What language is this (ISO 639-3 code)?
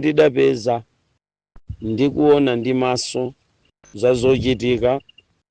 nya